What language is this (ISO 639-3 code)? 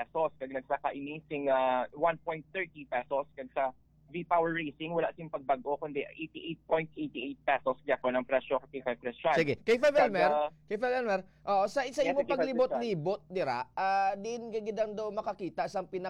hil